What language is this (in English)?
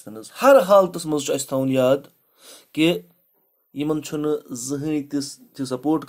Kashmiri